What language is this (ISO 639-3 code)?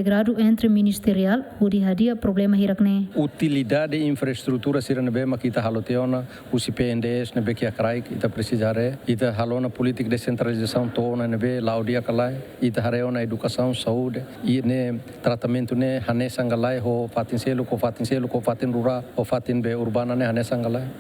tet